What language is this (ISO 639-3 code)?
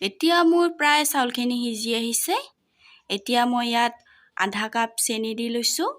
asm